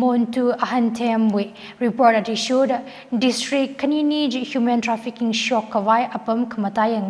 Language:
Tangkhul Naga (India)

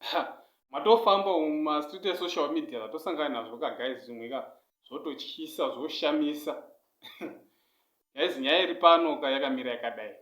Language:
Shona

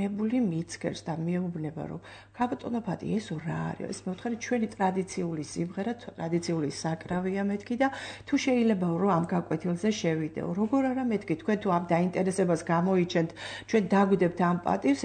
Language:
Georgian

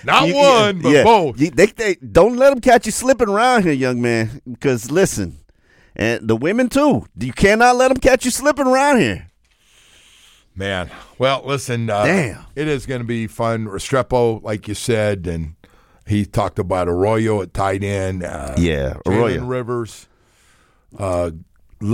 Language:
English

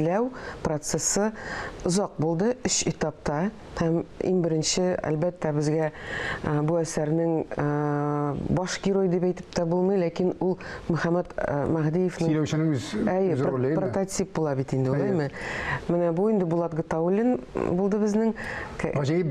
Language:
Tatar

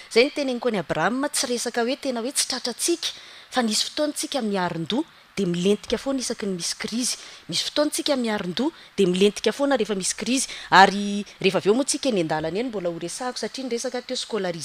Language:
Malagasy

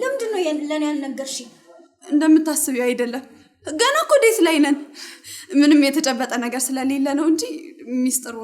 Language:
Amharic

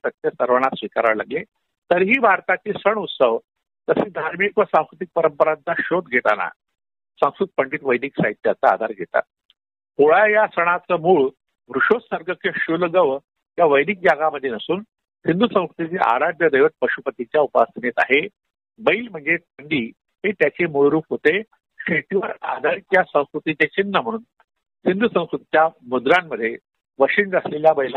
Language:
Marathi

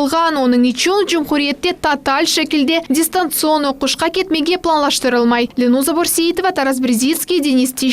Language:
Crimean Tatar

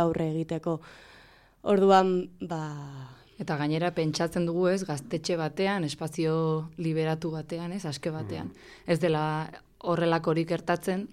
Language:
Basque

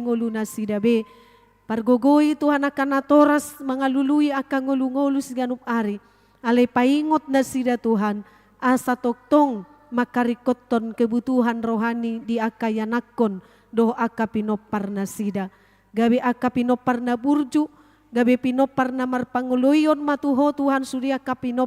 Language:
Batak Toba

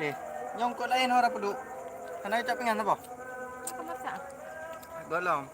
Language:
Achinese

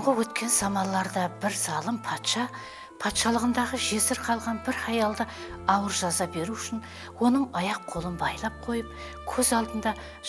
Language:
Kara-Kalpak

